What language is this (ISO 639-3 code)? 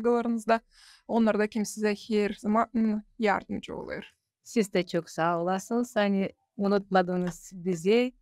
gag